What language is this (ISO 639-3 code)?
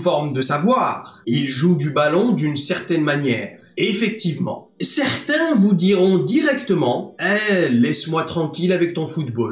fra